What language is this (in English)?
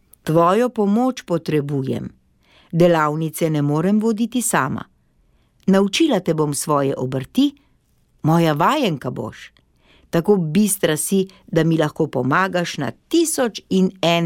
Slovenian